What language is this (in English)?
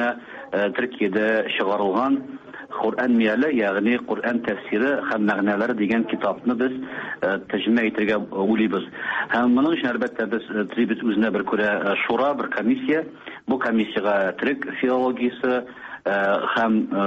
Tatar